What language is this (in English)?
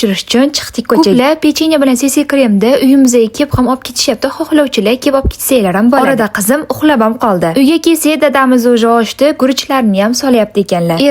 Uzbek